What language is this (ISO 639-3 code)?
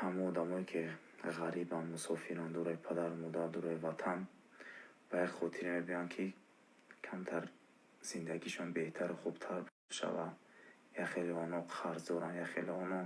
tgk